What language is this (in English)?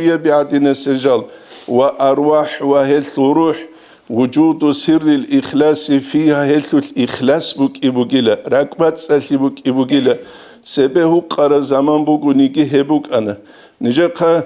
Avaric